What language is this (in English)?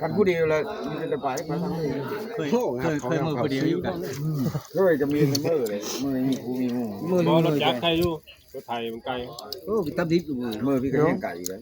Northeastern Thai